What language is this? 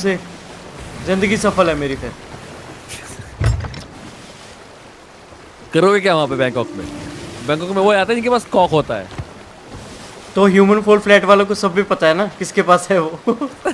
Hindi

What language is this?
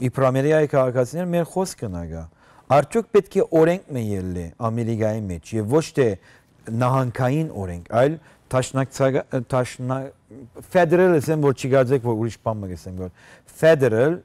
Western Armenian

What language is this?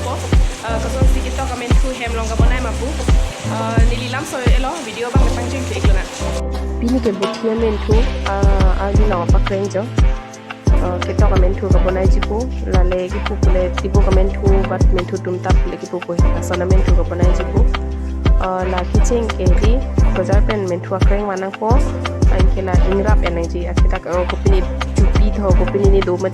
Karbi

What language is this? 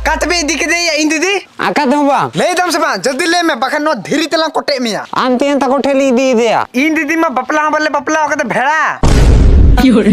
Santali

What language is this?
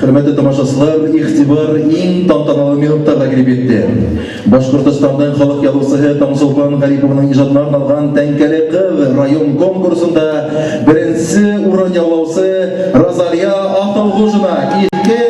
Bashkir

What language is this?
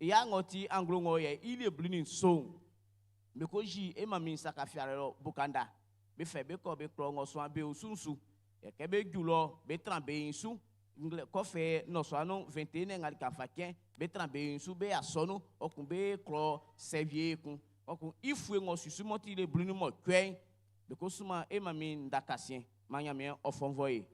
Baoulé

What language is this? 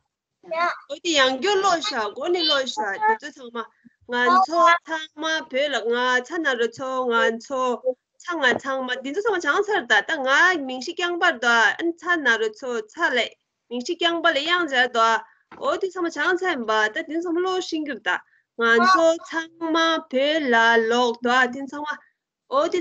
Tibetan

